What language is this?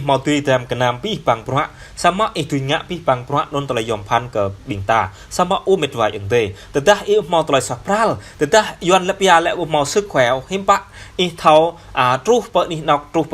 Jarai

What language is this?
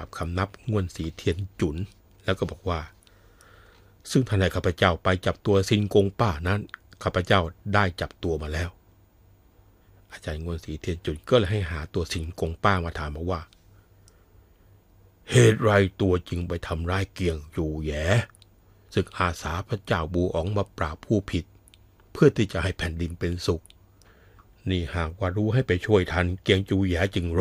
Thai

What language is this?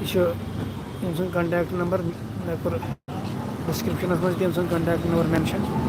Kashmiri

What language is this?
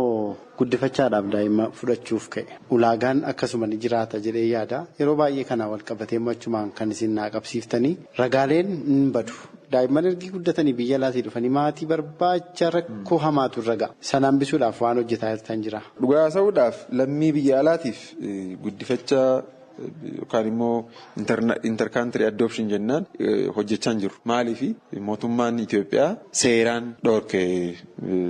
Oromo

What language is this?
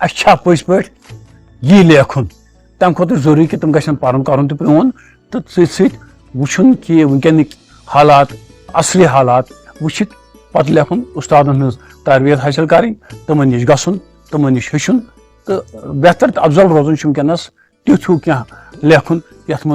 Kashmiri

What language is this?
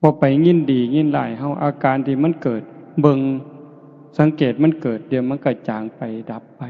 Northeastern Thai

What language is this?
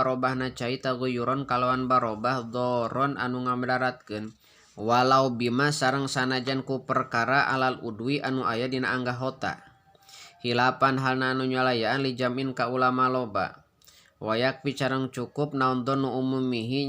Sundanese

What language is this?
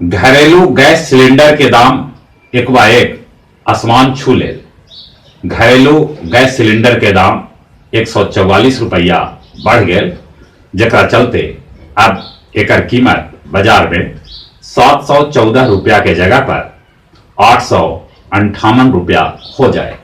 Magahi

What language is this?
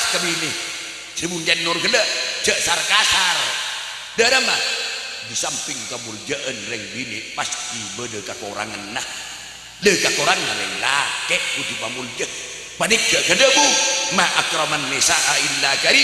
Madurese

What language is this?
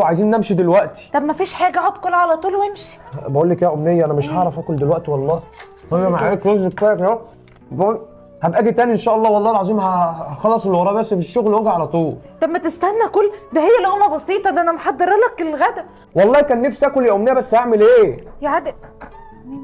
Egyptian Arabic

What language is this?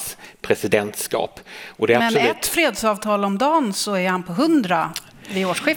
Swedish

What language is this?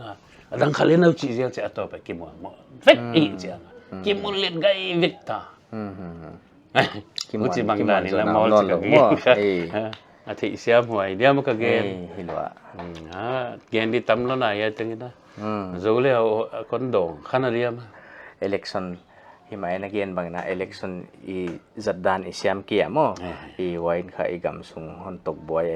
Paite Chin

